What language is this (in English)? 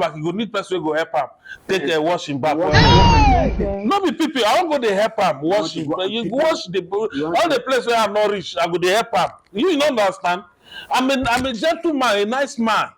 Nigerian Pidgin